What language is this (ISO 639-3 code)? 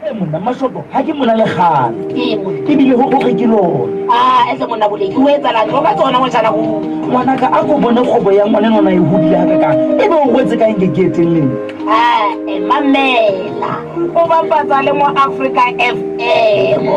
sot